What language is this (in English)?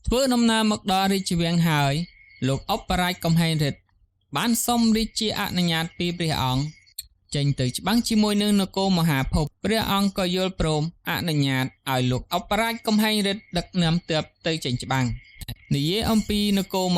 Khmer